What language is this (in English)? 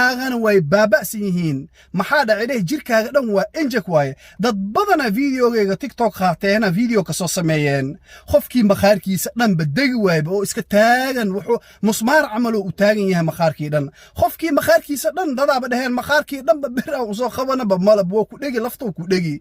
Somali